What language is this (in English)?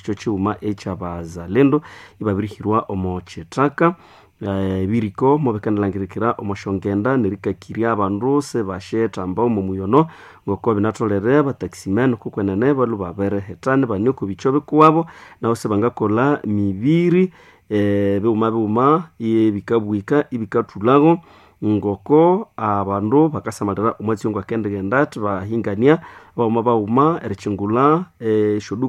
Nande